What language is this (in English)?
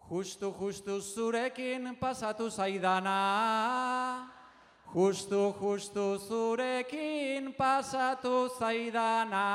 Basque